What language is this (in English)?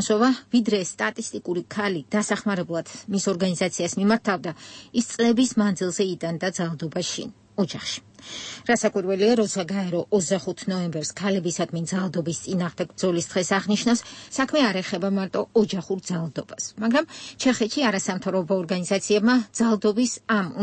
Georgian